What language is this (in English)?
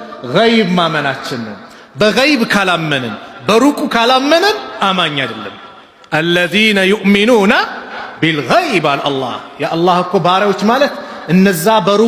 Amharic